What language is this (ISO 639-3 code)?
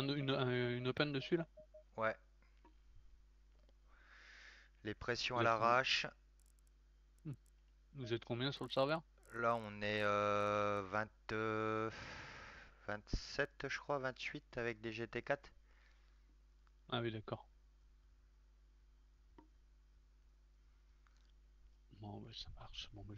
fra